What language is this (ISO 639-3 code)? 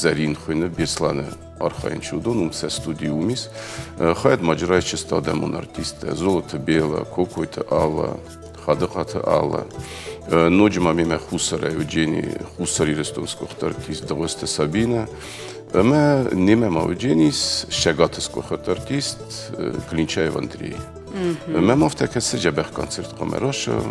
oss